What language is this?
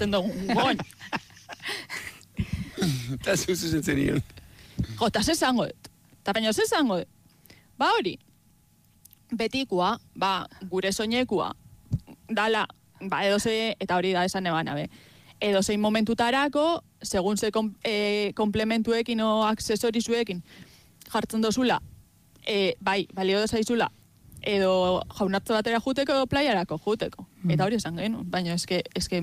Basque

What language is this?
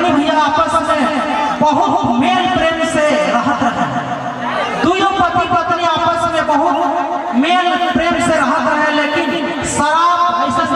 Sadri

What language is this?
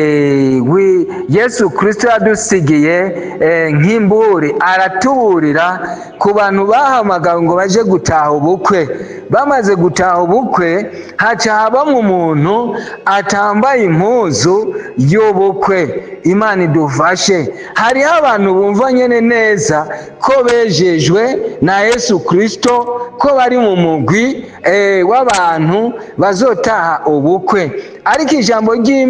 Rundi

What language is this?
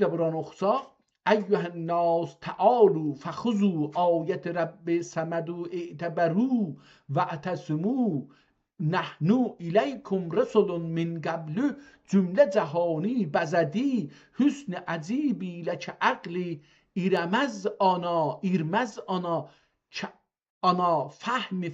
South Azerbaijani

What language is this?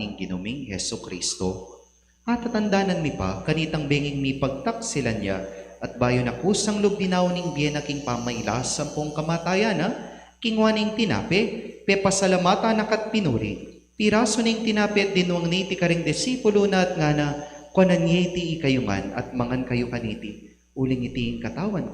Pampanga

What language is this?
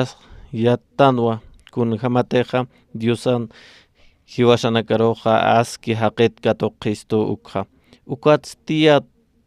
Aymara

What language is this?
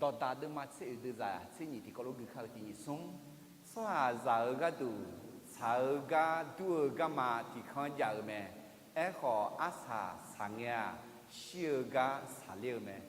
Akha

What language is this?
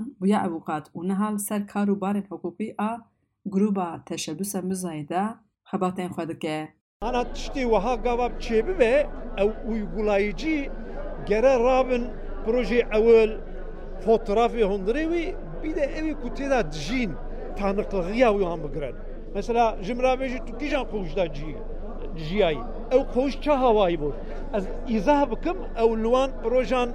Kurdish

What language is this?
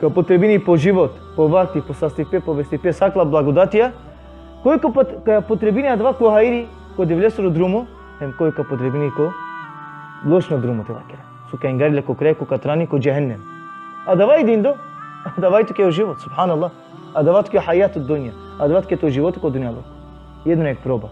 Balkan Romani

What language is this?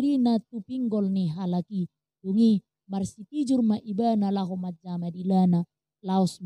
Batak Toba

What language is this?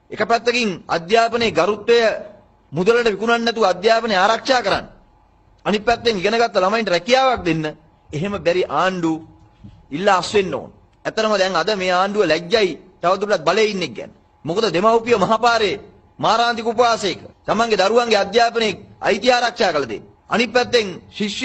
Sinhala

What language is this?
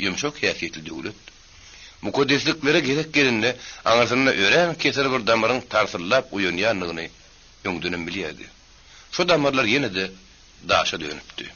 Turkmen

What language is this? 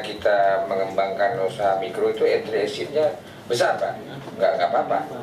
Indonesian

